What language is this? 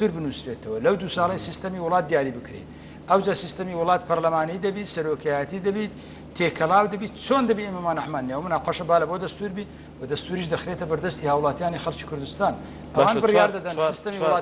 Central Kurdish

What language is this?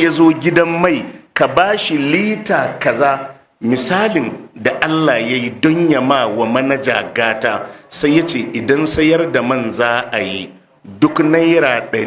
Hausa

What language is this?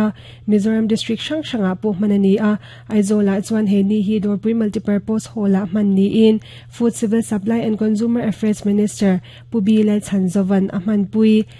Mizo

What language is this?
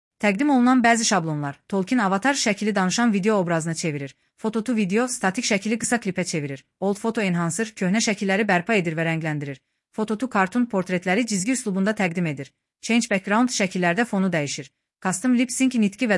Azerbaijani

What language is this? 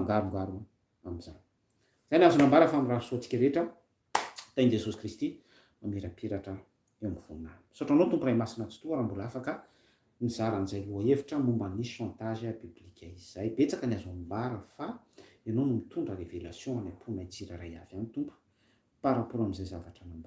Malagasy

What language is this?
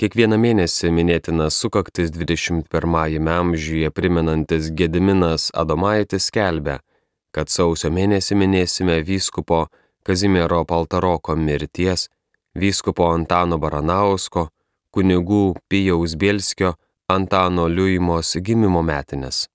Lithuanian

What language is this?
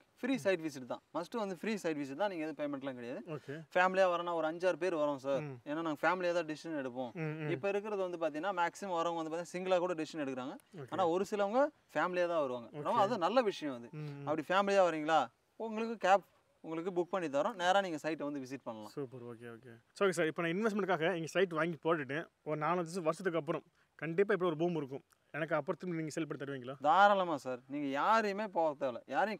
Tamil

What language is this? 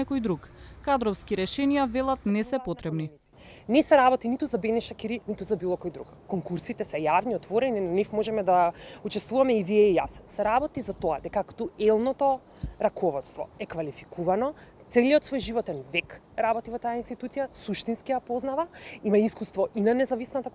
Macedonian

